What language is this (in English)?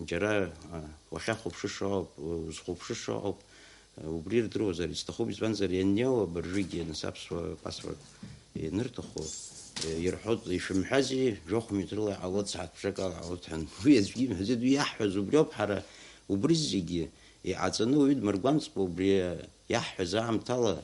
Abkhazian